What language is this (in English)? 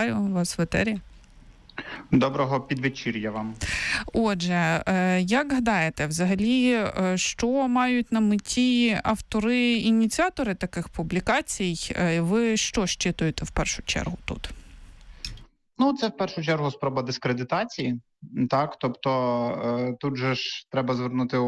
Ukrainian